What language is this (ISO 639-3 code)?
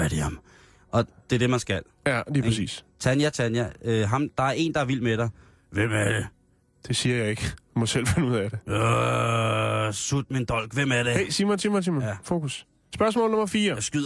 dan